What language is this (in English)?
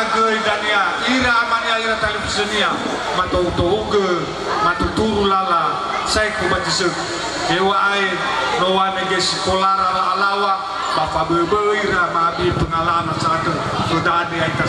Nias